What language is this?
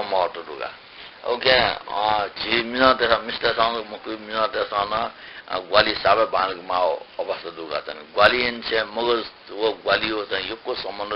Newari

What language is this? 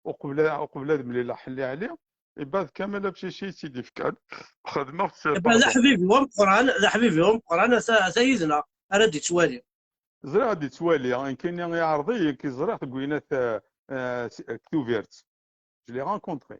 Kabyle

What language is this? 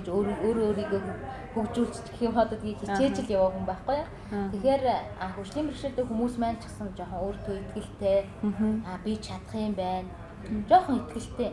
Mongolian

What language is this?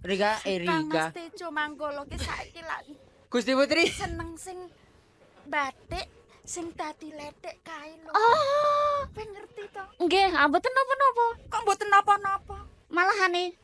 Javanese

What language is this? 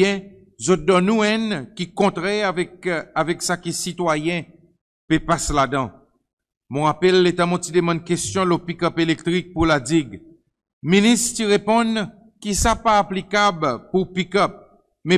Seselwa Creole French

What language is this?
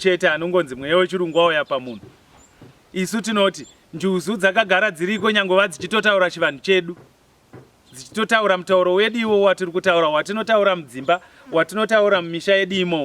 Shona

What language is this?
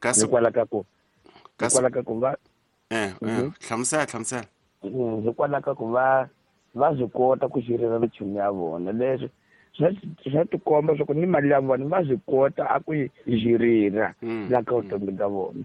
Tsonga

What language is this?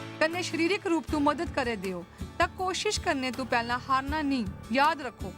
Dogri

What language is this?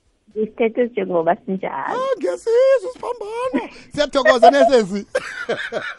South Ndebele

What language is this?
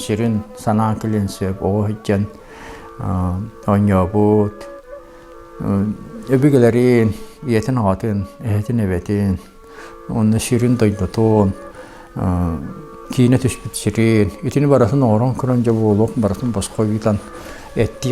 Yakut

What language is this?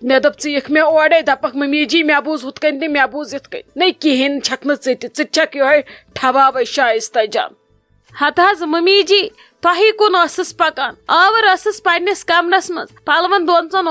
Kashmiri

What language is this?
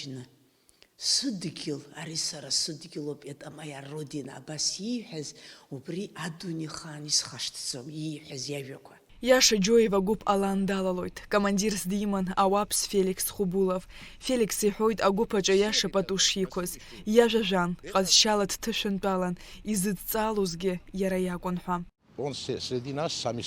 Abkhazian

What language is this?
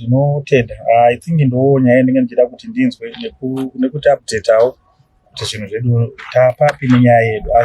Shona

